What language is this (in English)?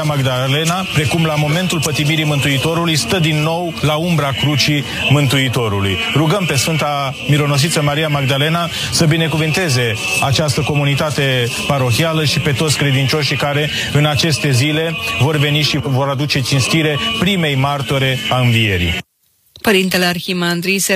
Romanian